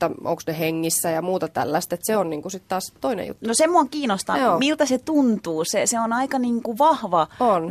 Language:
Finnish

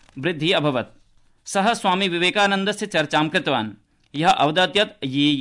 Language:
Sanskrit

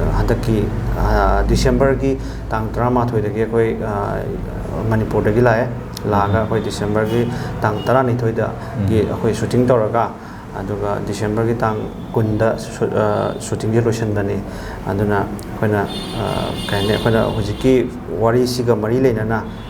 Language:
Manipuri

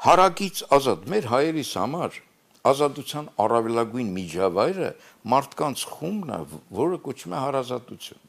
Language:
Armenian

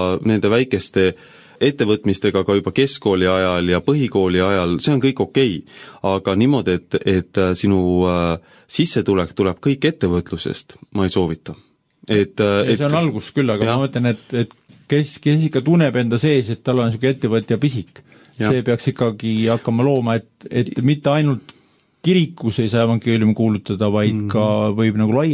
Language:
Estonian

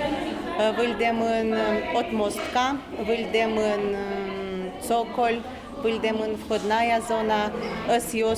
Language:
Udmurt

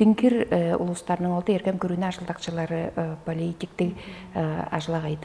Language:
Tuvinian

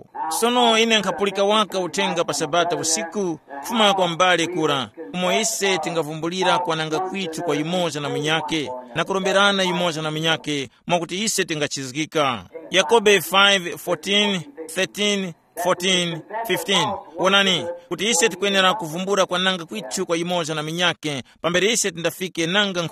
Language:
Tumbuka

